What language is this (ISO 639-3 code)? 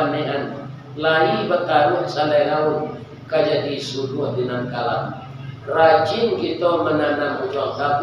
min